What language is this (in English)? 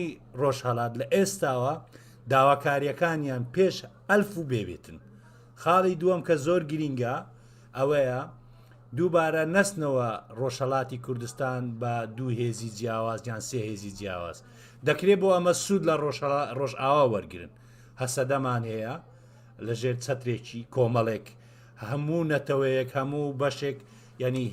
Central Kurdish